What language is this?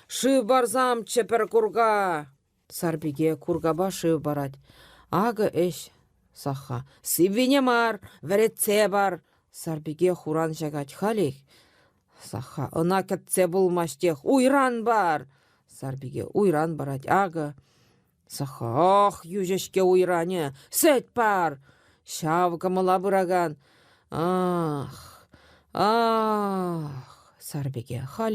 Chuvash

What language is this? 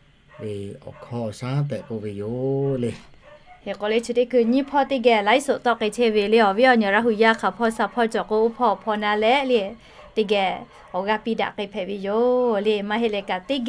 Lahu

